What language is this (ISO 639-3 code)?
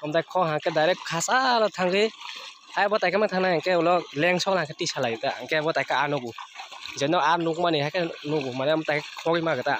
trp